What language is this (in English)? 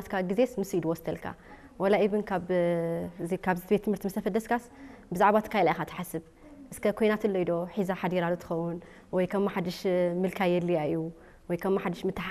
Tigrinya